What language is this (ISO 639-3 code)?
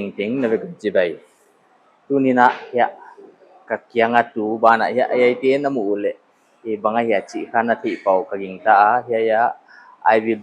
pck